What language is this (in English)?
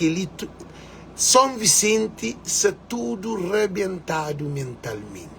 Kabuverdianu